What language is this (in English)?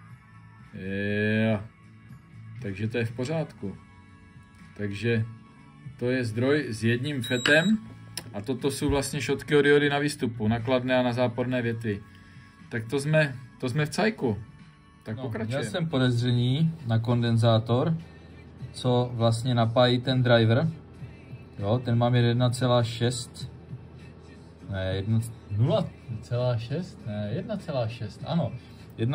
Czech